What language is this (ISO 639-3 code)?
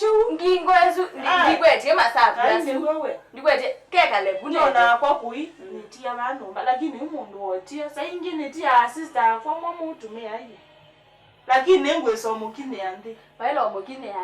kam